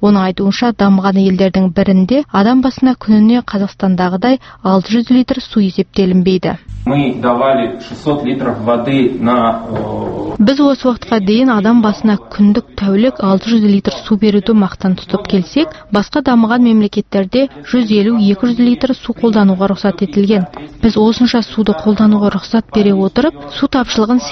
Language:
Kazakh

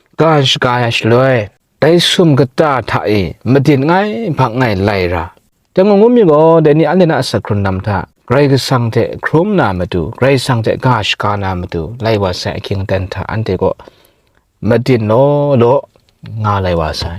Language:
Kachin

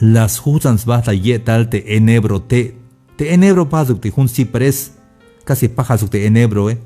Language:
Tzeltal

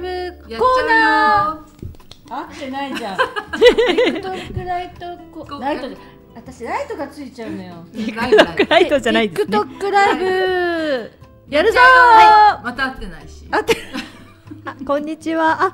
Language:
Japanese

